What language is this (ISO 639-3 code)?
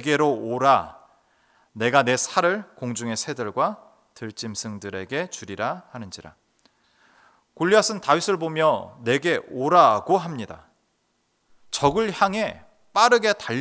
kor